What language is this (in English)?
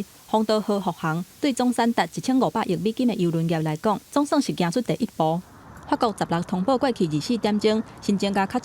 Min Nan Chinese